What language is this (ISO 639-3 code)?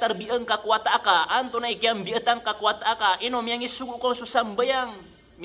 mrw